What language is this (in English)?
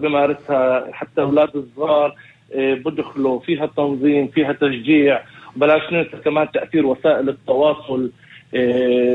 North Levantine Arabic